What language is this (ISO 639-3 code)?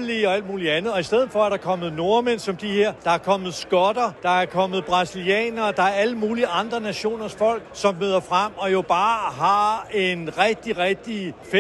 dan